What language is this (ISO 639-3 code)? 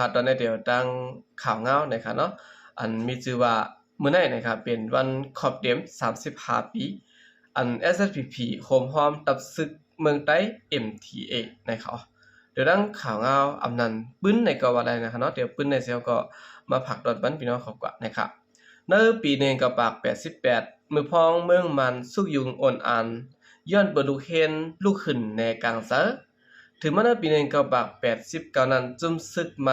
shn